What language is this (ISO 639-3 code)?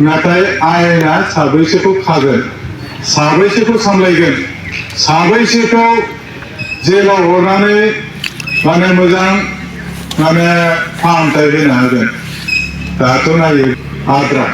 brx